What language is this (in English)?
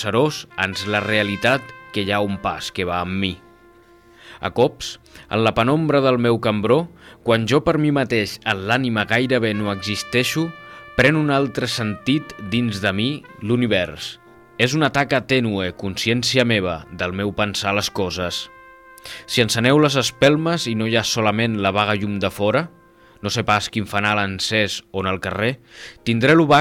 Catalan